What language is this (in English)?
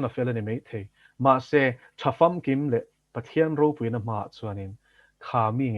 Mizo